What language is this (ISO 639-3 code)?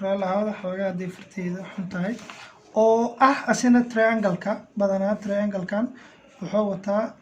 som